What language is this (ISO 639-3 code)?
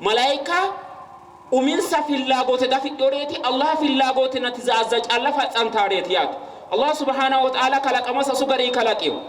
sid